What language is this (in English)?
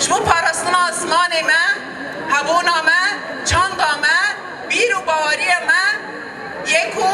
Kurdish